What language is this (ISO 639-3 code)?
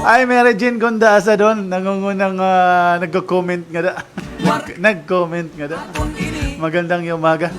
war